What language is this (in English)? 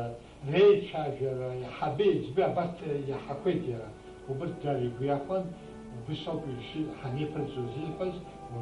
Abkhazian